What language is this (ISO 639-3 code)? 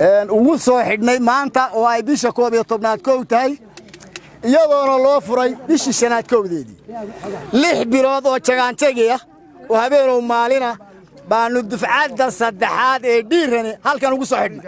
som